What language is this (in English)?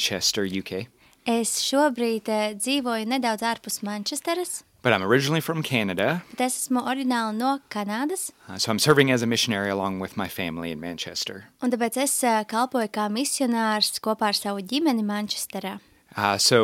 Latvian